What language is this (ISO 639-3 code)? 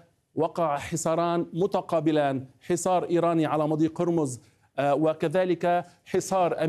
ara